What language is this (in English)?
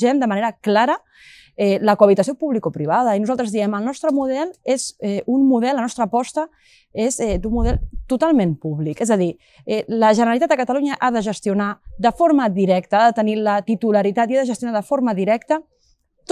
Catalan